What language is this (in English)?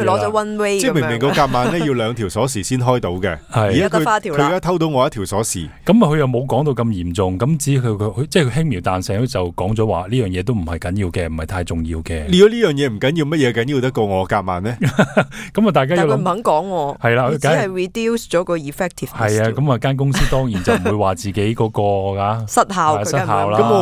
Cantonese